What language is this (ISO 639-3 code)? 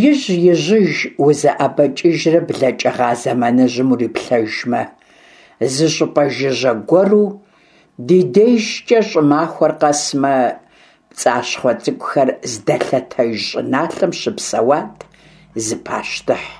kbd